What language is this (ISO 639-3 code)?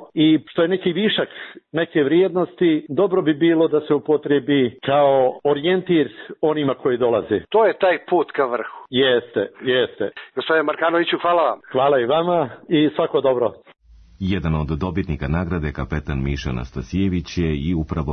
srp